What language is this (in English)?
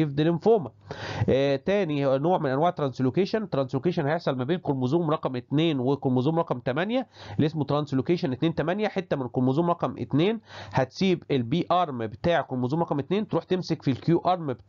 Egyptian Arabic